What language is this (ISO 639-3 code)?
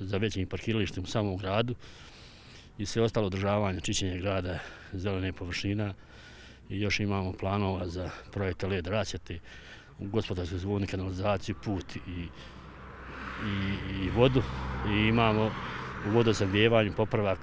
bos